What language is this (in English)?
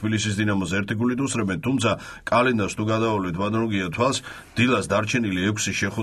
Georgian